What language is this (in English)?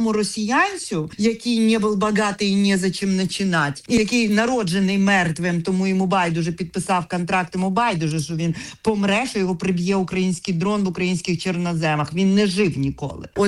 Ukrainian